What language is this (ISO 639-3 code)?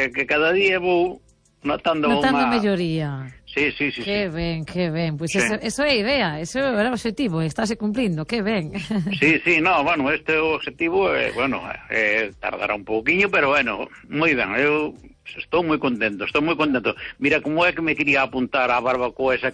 glg